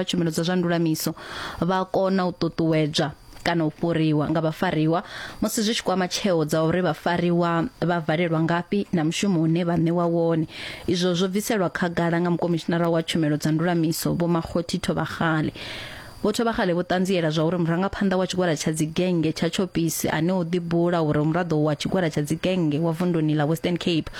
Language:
Venda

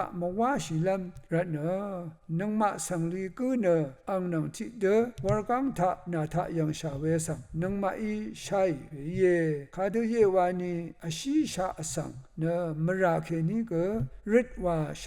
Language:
Rawang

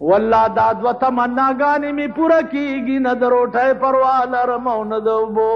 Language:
Pashto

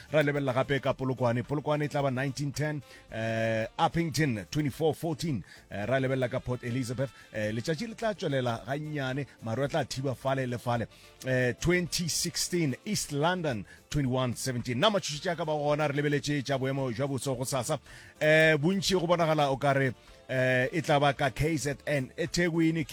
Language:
Northern Sotho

